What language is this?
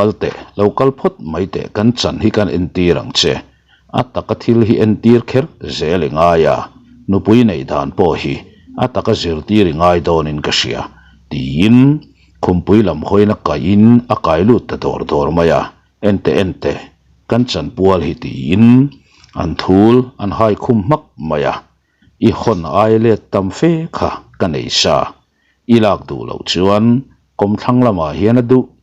Mizo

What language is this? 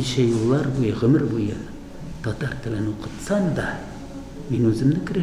Tatar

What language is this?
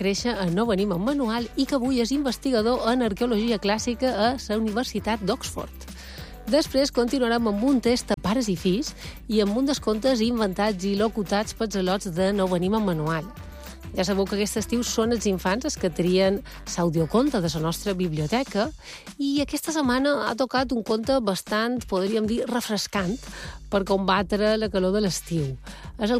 Catalan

